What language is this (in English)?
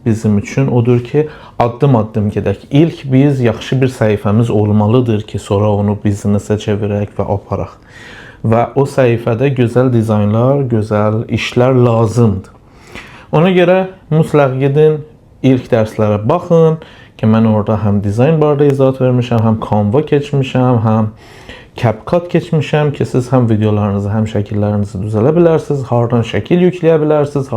Azerbaijani